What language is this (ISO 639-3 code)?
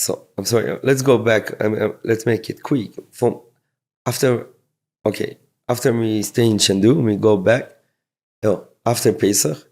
yid